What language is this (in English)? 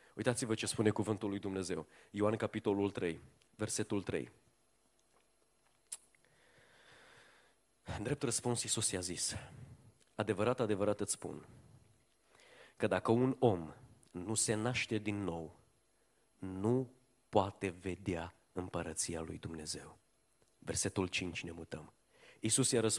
Romanian